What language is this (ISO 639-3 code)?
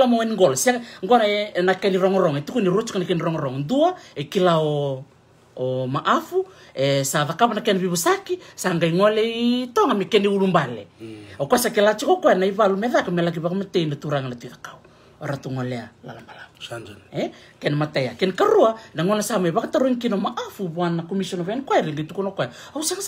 fij